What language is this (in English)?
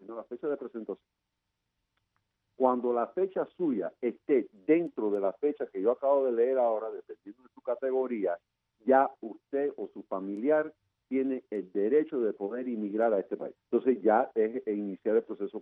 Spanish